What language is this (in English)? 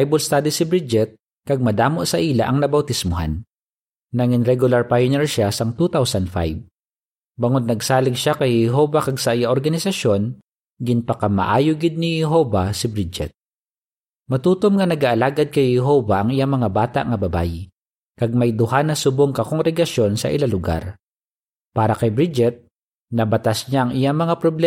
Hiligaynon